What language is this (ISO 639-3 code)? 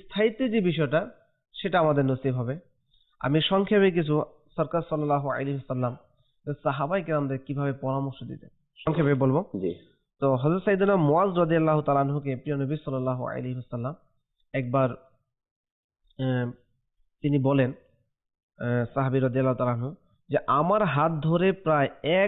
ben